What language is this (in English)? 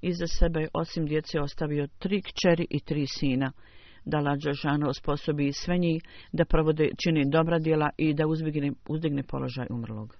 Bosnian